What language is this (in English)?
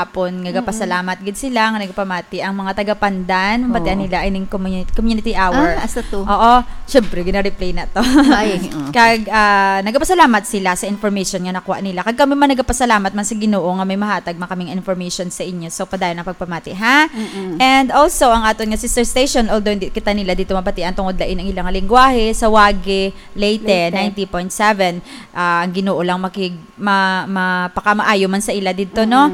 Hiligaynon